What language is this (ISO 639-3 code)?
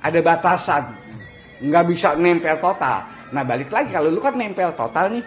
bew